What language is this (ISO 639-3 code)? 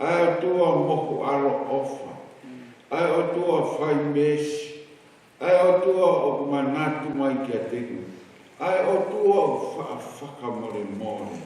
ton